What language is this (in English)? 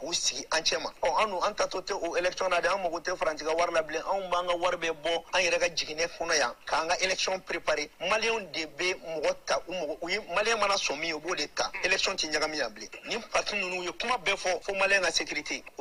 Bambara